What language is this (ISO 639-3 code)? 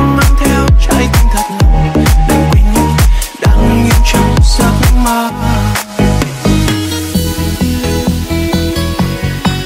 vie